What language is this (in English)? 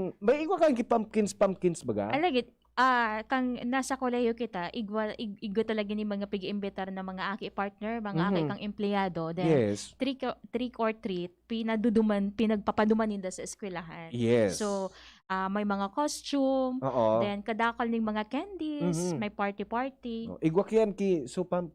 Bikol